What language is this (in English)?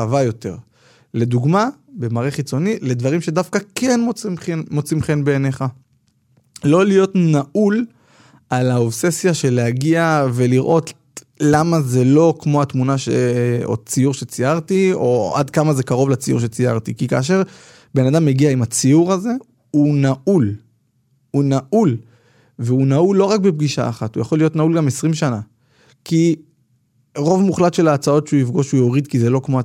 Hebrew